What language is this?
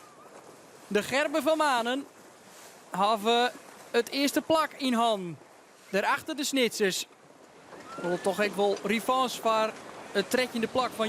Western Frisian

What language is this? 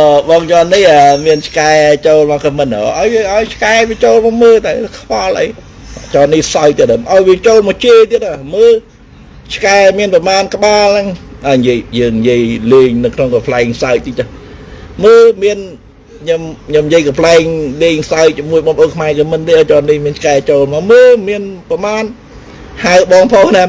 Khmer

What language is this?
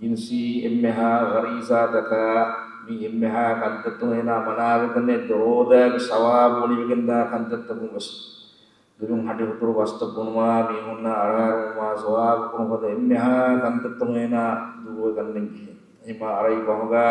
Divehi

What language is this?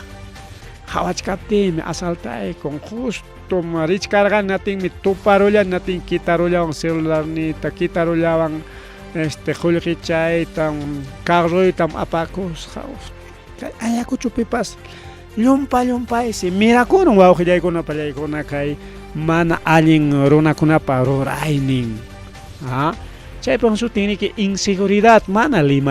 Ayacucho Quechua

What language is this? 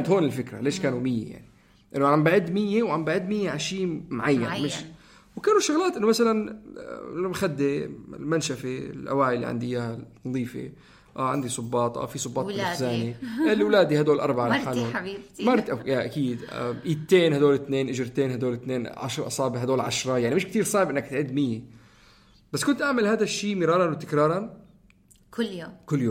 North Levantine Arabic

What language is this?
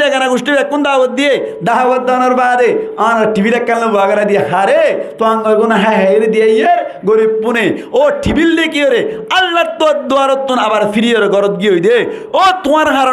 Rohingya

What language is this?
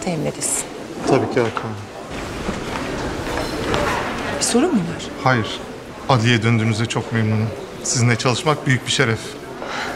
Turkish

